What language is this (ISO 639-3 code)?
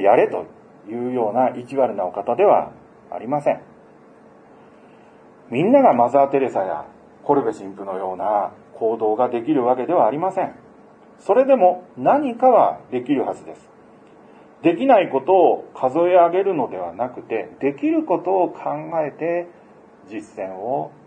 jpn